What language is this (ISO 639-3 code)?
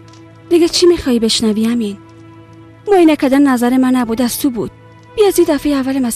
fas